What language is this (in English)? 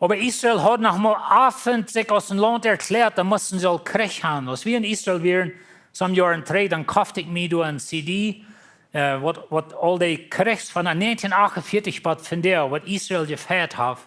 Plautdietsch